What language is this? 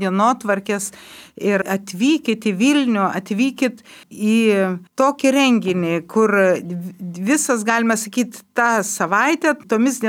Lithuanian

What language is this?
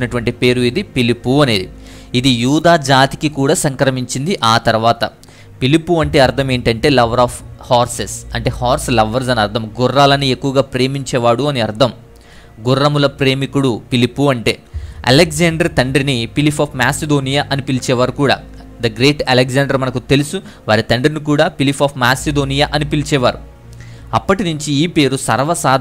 Telugu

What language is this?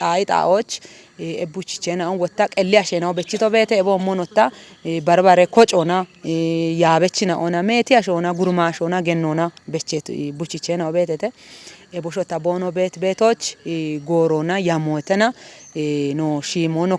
Kafa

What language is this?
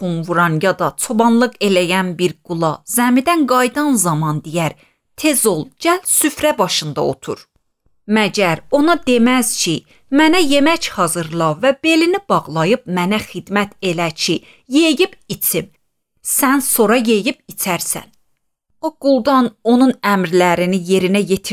Azerbaijani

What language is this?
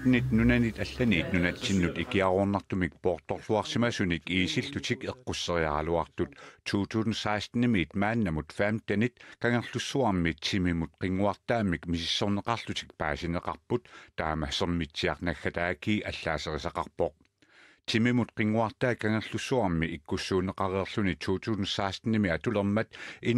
Kalaallisut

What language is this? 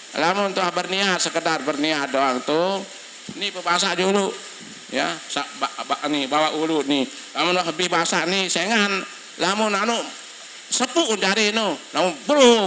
Sasak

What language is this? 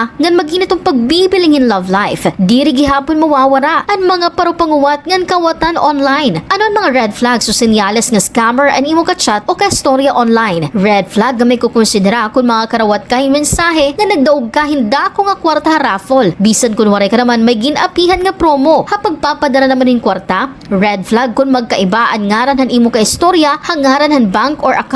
Waray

